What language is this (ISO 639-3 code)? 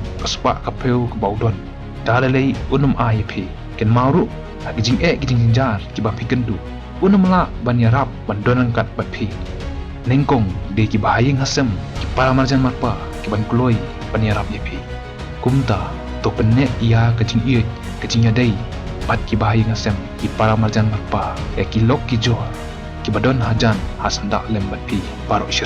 kha